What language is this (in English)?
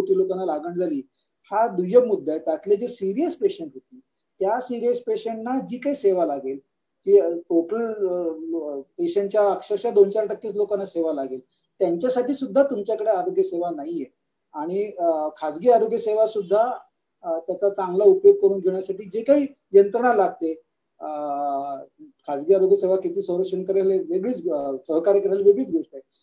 Marathi